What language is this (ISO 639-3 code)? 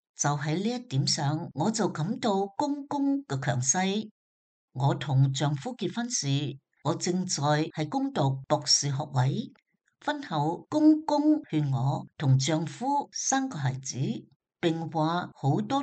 yue